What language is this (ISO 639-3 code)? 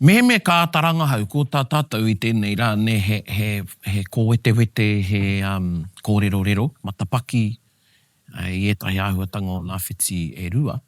mri